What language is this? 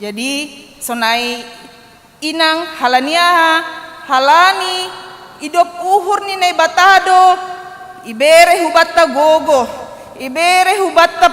Batak Simalungun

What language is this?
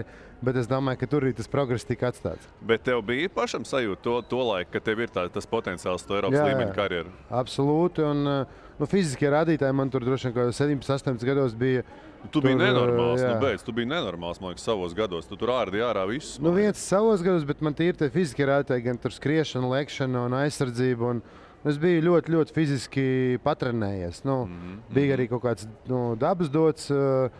Latvian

